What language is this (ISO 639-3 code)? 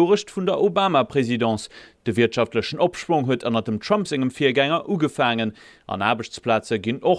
ltz